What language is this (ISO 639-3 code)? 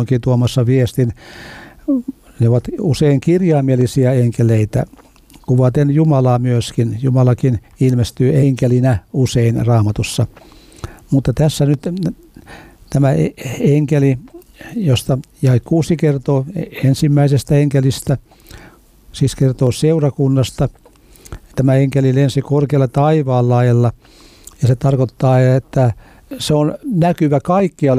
fin